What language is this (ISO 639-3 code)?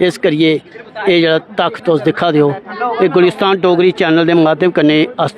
doi